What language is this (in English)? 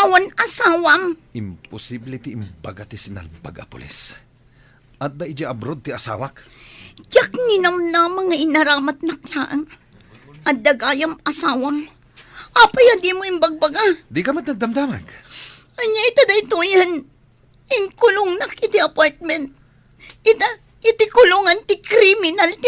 Iloko